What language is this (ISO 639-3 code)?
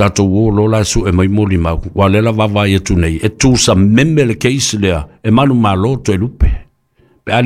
smo